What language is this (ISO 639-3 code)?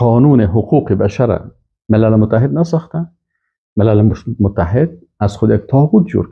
fas